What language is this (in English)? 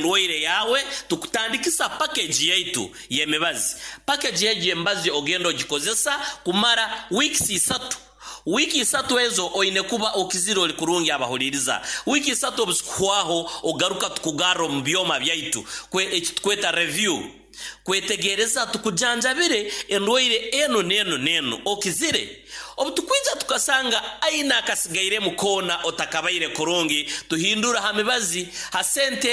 Nyoro